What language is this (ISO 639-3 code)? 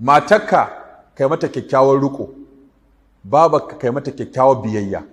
hau